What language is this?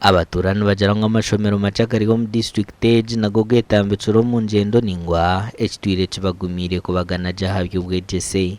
Nyankole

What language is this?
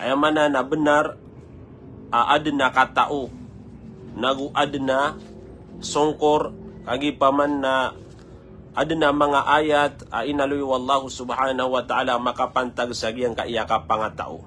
Maranao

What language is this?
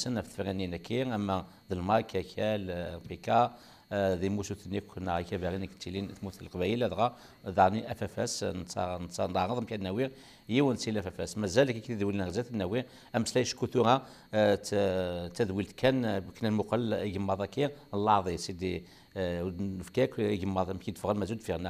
Kabyle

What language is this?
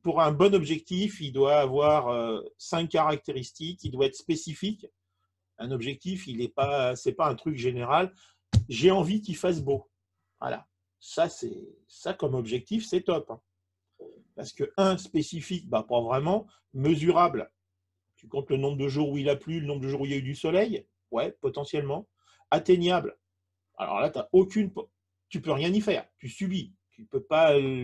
French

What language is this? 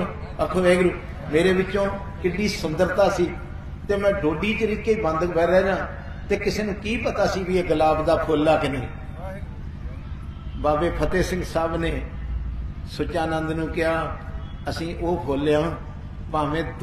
Punjabi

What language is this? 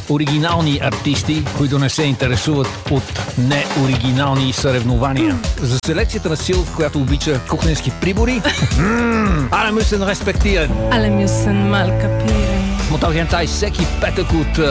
Bulgarian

